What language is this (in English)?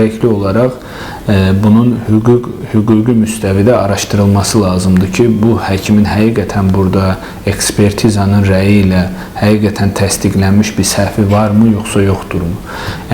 Azerbaijani